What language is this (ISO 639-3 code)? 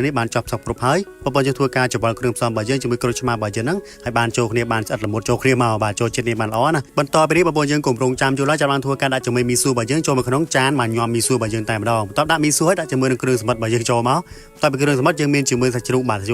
khm